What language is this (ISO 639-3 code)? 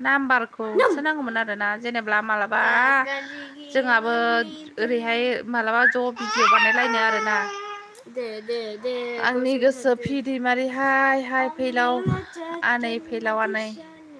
brx